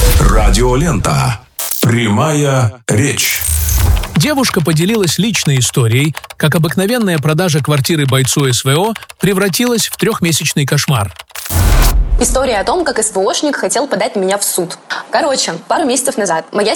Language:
Russian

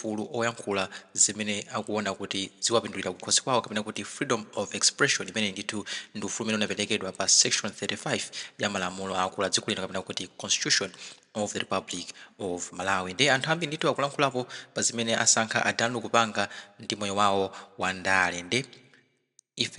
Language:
Nyanja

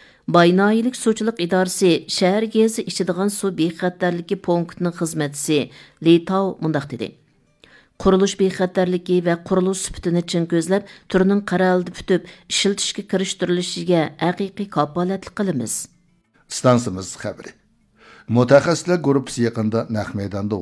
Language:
Uyghur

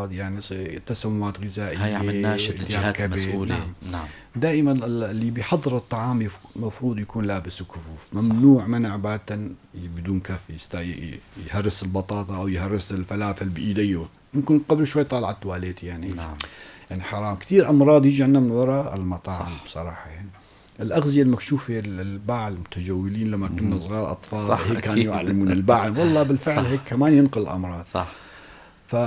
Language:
North Levantine Arabic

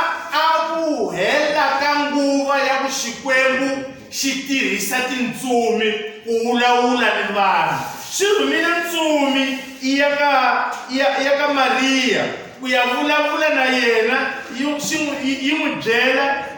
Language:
Tsonga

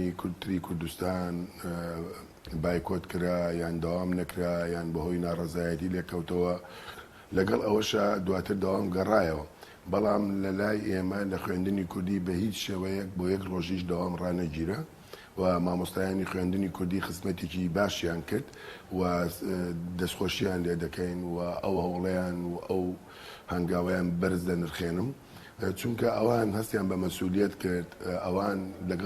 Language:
Central Kurdish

